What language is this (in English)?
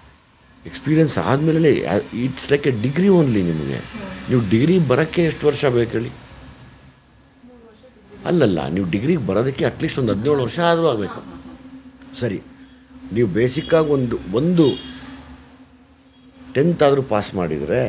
Kannada